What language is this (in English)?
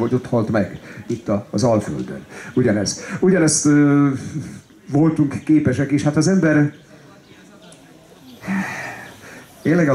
Hungarian